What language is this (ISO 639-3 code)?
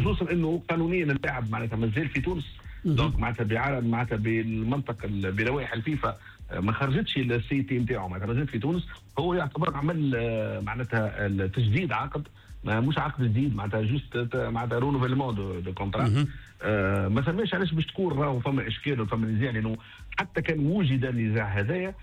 aeb